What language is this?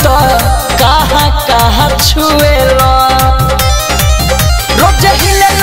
Bhojpuri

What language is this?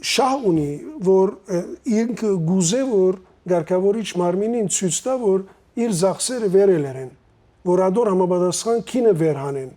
Western Armenian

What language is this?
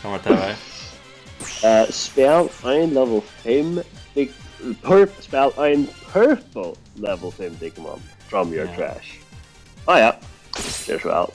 Faroese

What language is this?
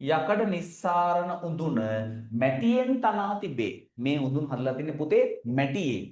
Sinhala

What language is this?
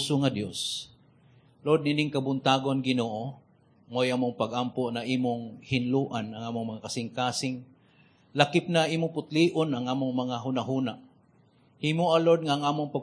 Cebuano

